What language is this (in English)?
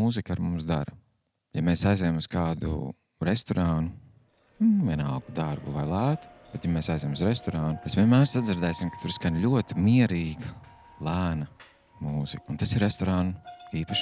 Latvian